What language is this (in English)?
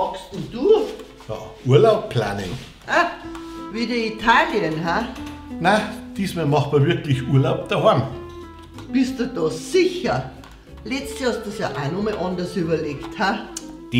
Bavarian